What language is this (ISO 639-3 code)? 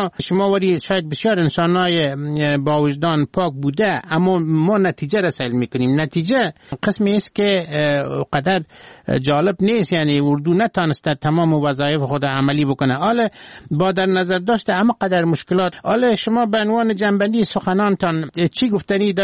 fas